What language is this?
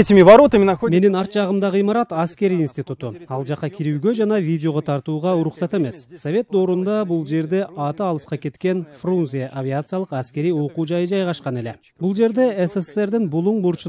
Kyrgyz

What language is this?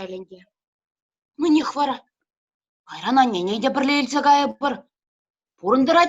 Chuvash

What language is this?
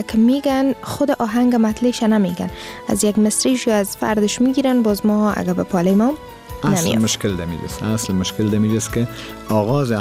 Persian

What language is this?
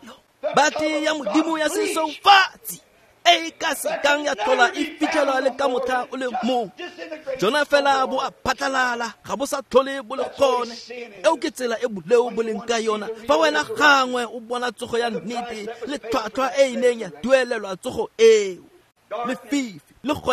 Tswana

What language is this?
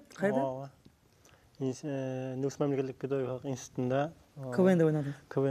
Kara-Kalpak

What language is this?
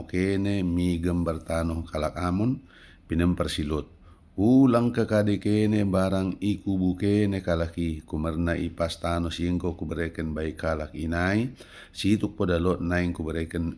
Batak Dairi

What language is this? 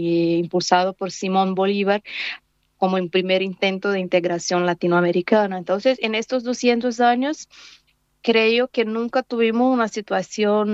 Spanish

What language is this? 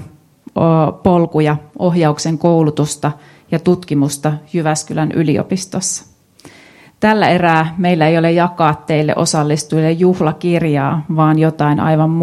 Finnish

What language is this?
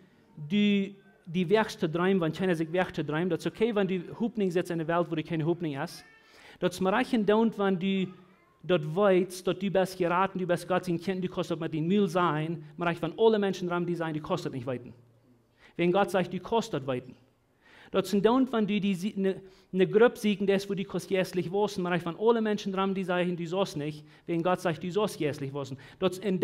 Plautdietsch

